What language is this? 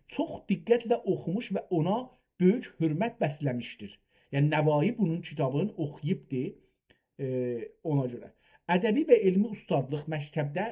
South Azerbaijani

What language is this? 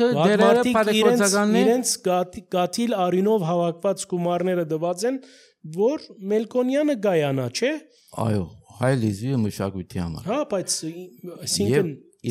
Armenian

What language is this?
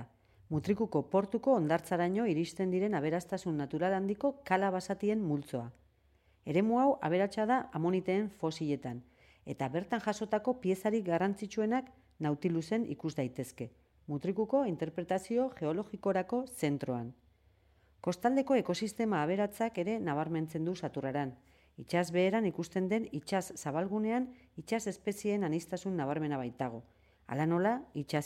Basque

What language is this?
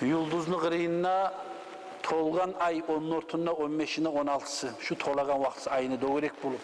Kumyk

